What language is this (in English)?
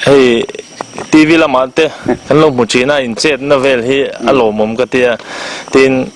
Mizo